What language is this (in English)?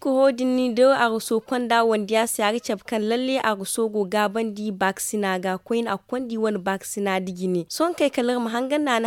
Zarma